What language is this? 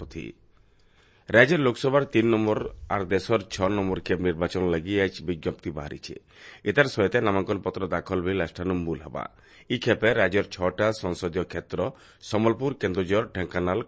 Odia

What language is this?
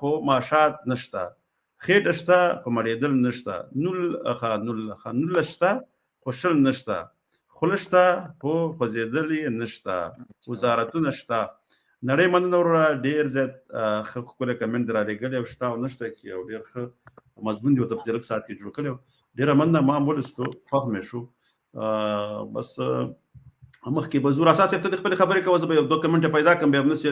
Pashto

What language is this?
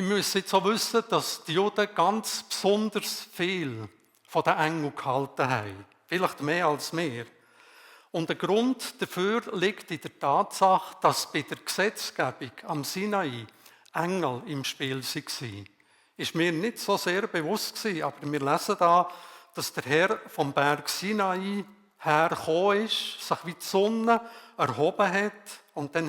Swiss German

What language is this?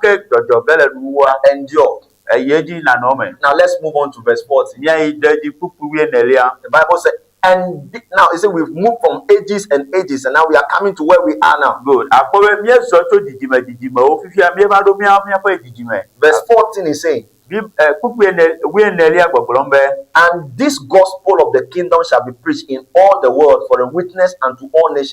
Ewe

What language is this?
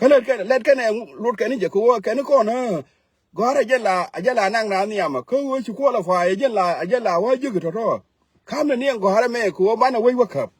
Nuer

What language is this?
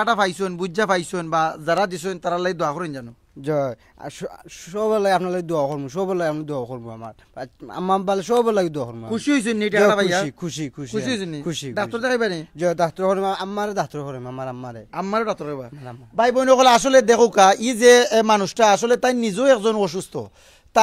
Sylheti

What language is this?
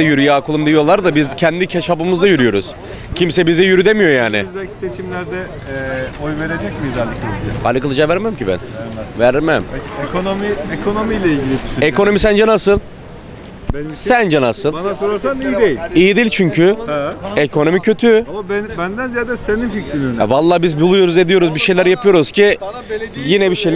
Turkish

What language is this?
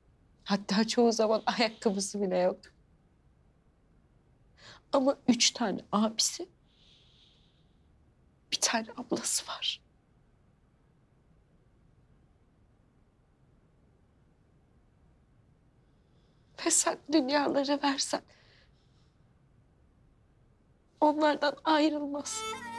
Turkish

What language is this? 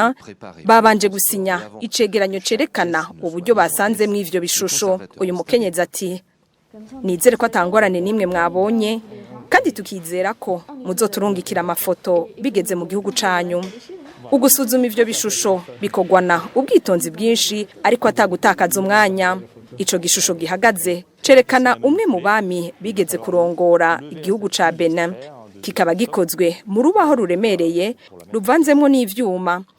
Rundi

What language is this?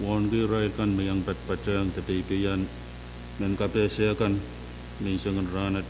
Pohnpeian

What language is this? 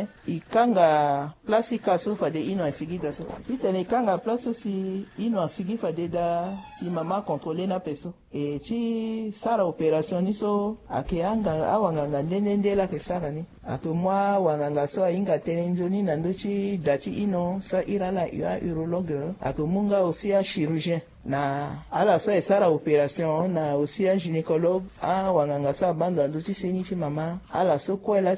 Sango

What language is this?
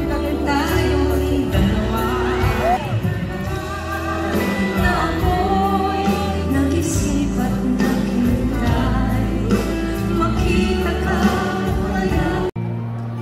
Filipino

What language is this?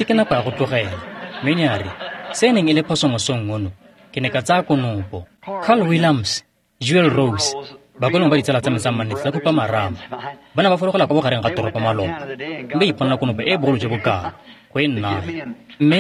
Tswana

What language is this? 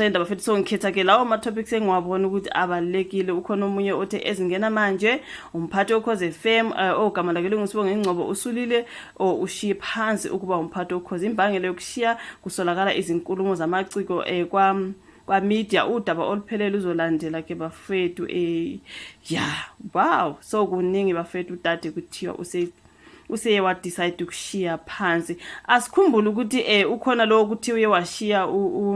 Zulu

